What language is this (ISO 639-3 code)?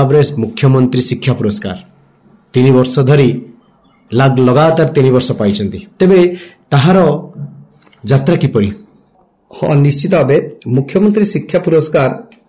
ori